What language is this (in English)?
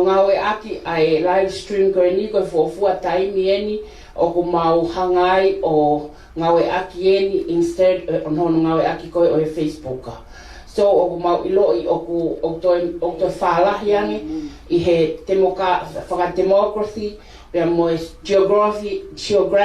Tongan